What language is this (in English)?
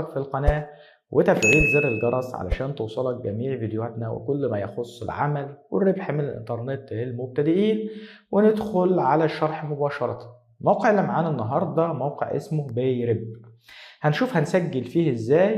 Egyptian Arabic